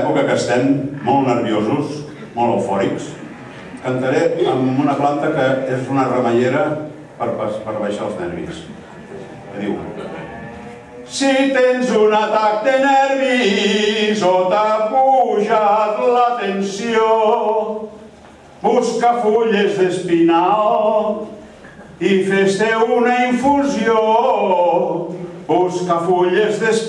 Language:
Catalan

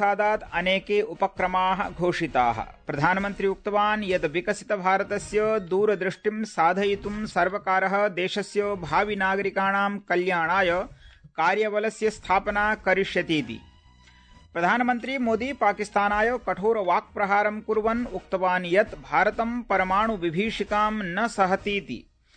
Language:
Sanskrit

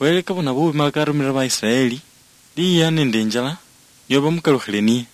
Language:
Luyia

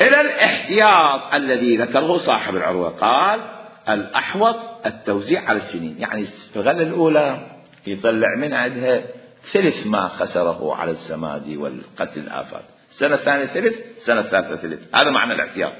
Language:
Mesopotamian Arabic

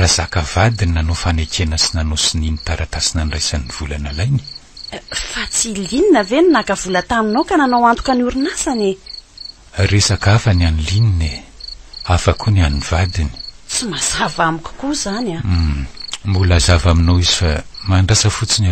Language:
Malagasy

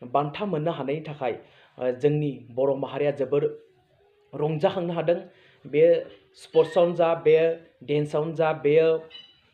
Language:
Bodo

